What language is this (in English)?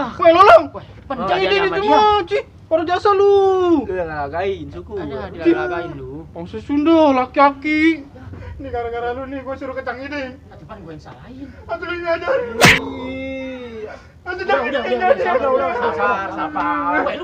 Betawi